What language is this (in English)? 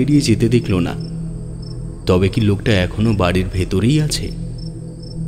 Bangla